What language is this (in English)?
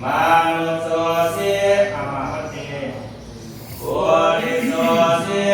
Pali